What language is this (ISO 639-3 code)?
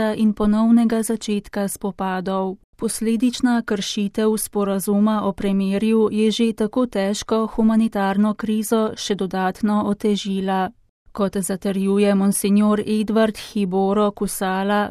slv